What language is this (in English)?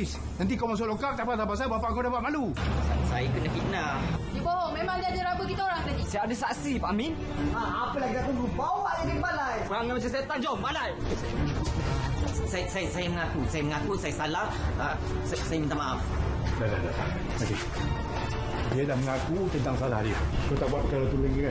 Malay